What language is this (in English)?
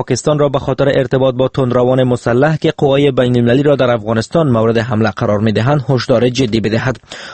Persian